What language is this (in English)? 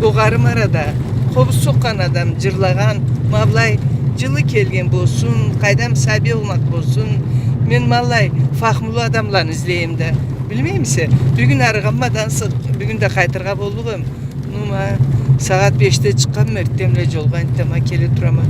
Karachay-Balkar